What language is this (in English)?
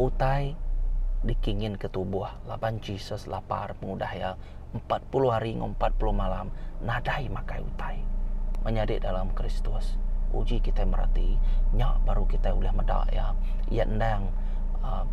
Iban